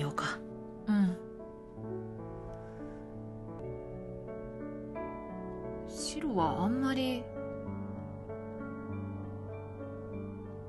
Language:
Japanese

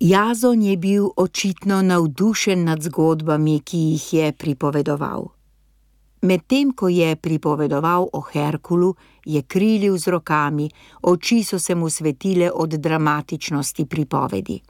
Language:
Slovenian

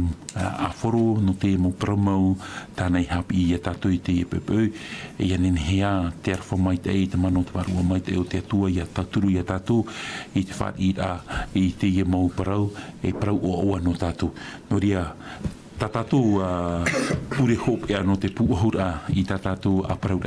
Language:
Tahitian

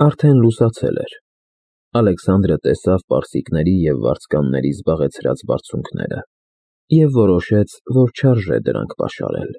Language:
Armenian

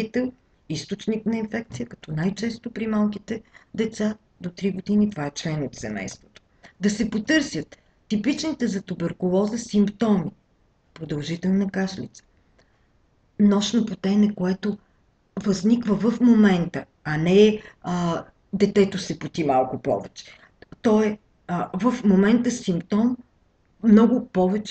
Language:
Bulgarian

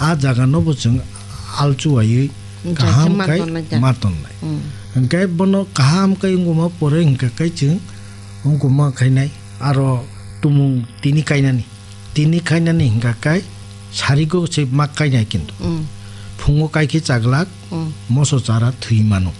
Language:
Kok Borok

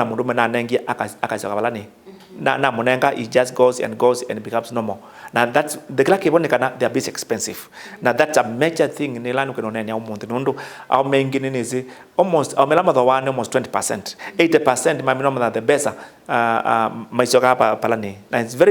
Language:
Kamba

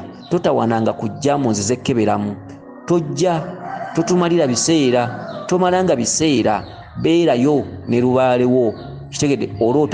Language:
Ganda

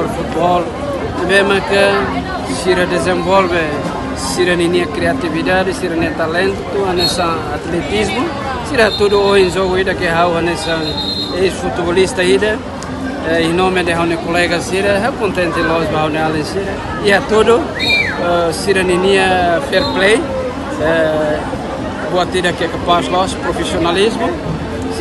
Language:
Tetum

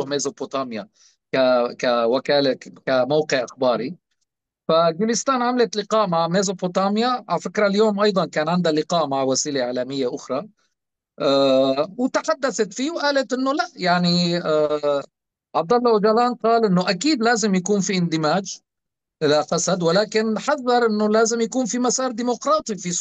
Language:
North Levantine Arabic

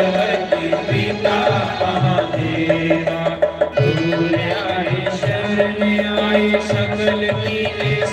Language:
Dogri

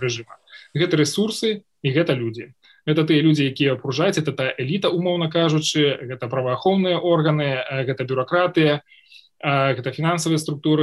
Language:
Belarusian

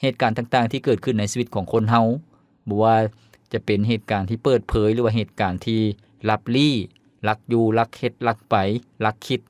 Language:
Lao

